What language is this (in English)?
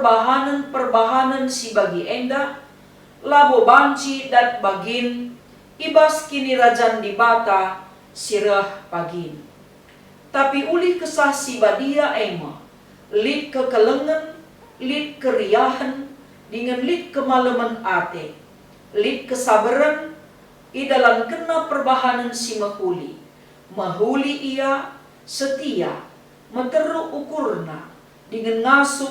Batak Karo